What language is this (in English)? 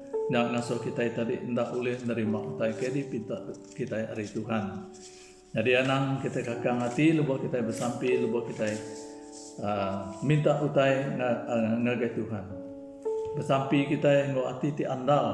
Iban